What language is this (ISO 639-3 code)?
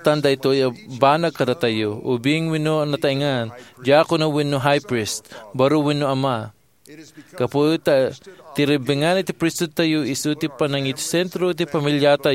ilo